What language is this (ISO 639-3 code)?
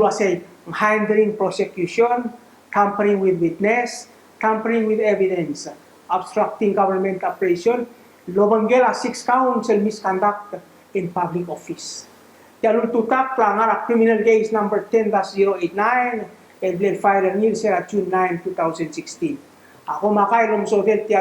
pau